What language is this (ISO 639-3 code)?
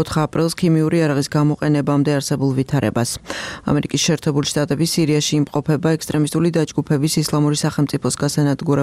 kat